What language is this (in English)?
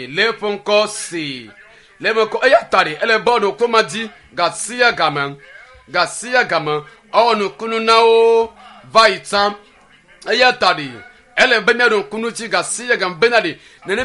Ewe